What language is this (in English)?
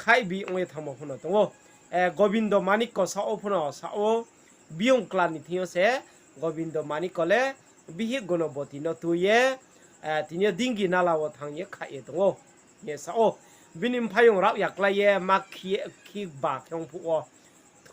Riang (India)